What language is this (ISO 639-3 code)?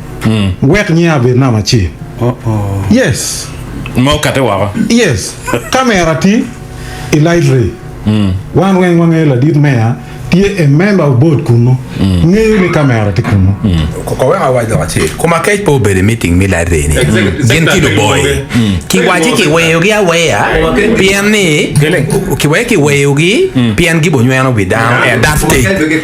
ach